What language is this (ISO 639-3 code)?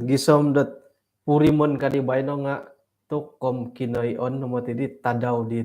dtp